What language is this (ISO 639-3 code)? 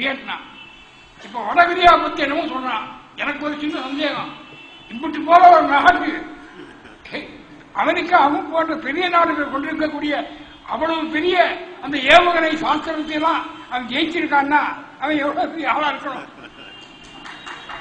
tam